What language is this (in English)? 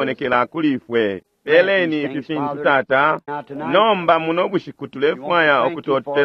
Bemba